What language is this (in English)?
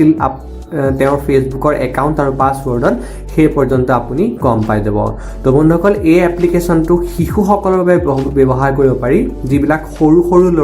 Assamese